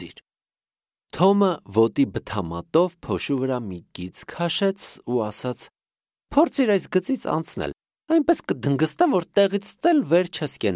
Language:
Armenian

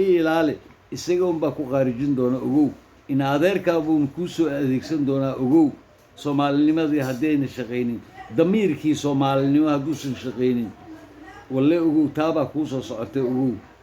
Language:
Somali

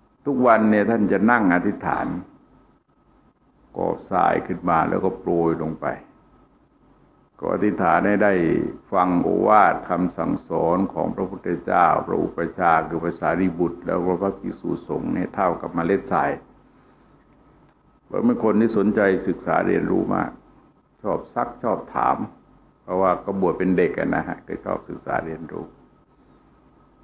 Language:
Thai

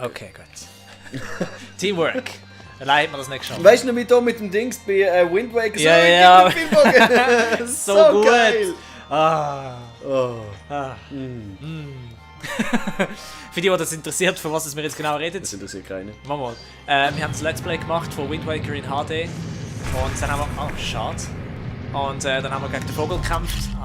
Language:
Swiss German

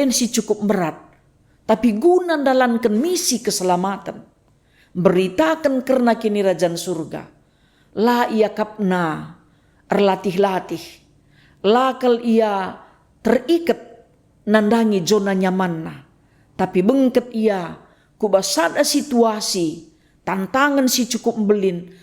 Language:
Batak Karo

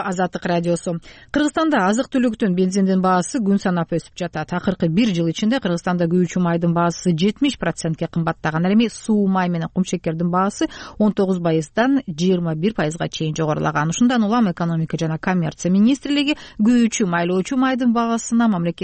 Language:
Kyrgyz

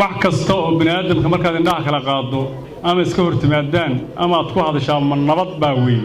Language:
Somali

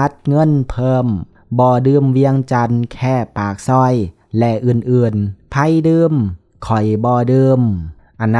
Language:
Lao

